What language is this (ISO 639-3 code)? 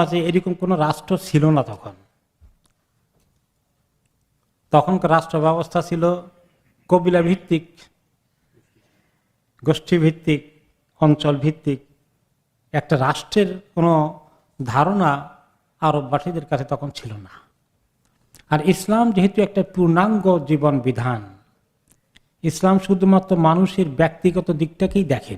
ben